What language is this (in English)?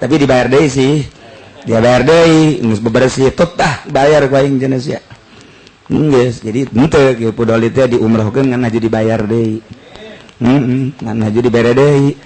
Sundanese